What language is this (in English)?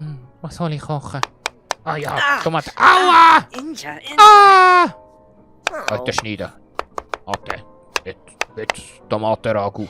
Swiss German